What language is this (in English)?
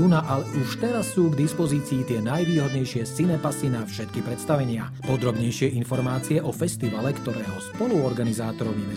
Slovak